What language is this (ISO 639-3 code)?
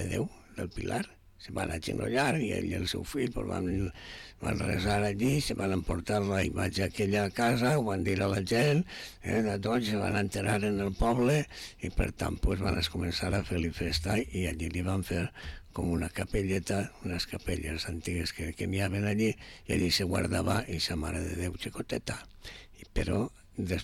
cat